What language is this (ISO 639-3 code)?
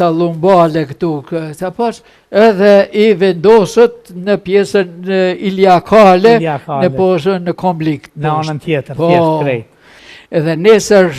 sqi